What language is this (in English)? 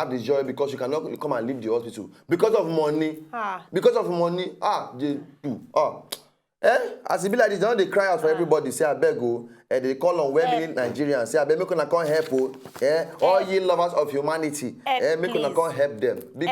Nigerian Pidgin